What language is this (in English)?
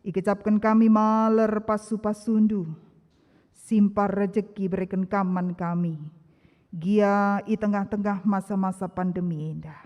Batak Karo